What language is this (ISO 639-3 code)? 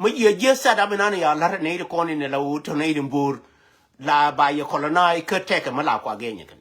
nus